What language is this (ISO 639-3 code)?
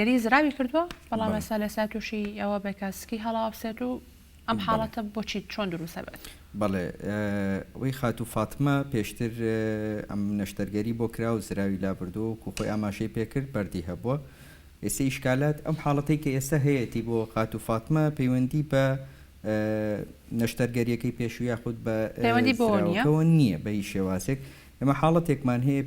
ckb